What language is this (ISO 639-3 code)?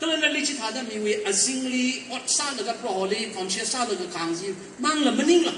nmf